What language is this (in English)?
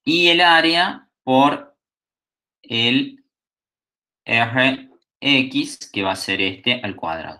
Spanish